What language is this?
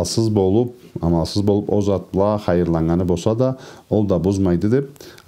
Karachay-Balkar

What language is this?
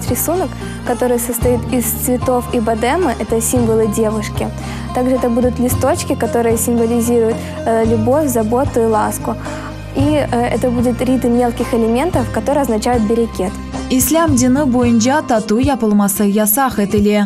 Crimean Tatar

